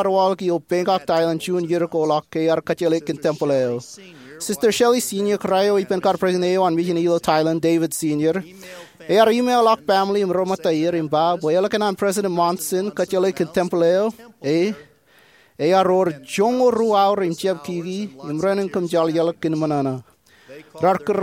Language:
Marshallese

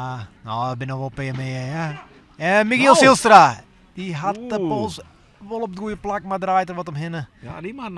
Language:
Western Frisian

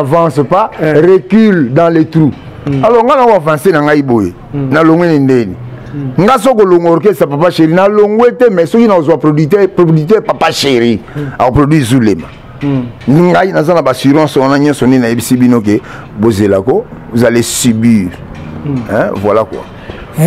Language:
Lingala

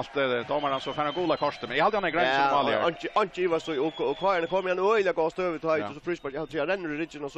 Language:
Faroese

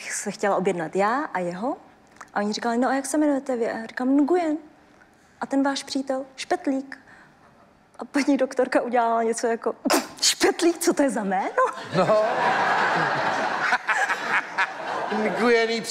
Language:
Czech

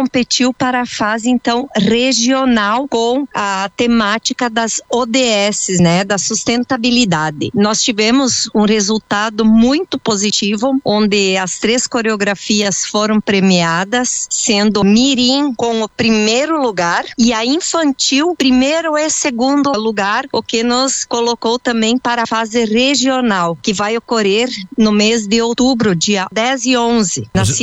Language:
Portuguese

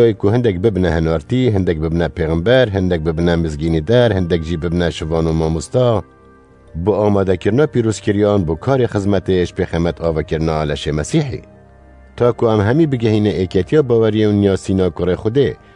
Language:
Kurdish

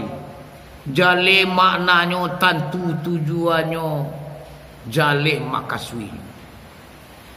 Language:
Minangkabau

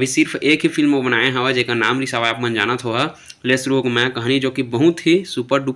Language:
Chhattisgarhi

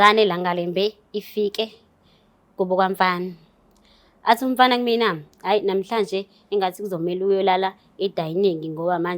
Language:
Zulu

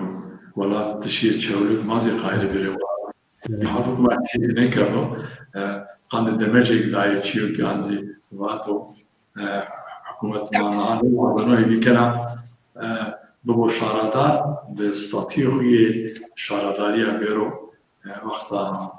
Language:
Zaza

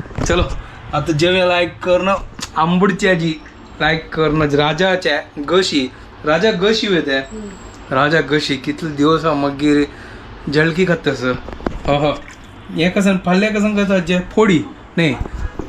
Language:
Konkani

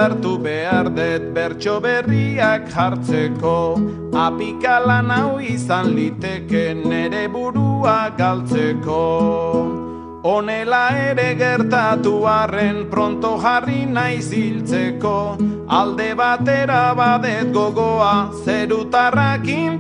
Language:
Basque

